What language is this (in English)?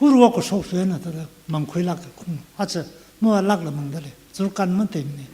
Tangkhul Naga (India)